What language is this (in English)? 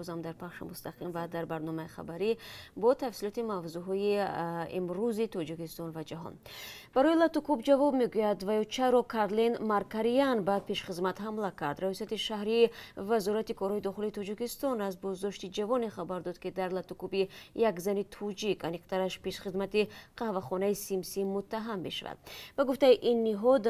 Tajik